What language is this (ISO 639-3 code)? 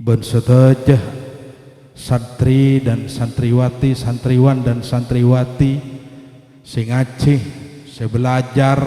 mad